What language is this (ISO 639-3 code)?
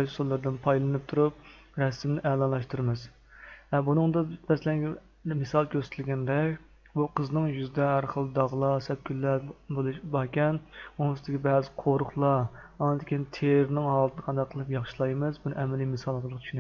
uig